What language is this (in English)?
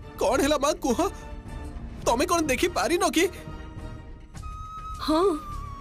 Odia